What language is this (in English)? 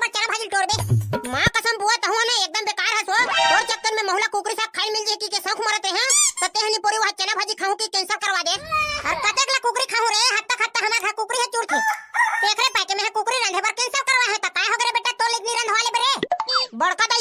Chhattisgarhi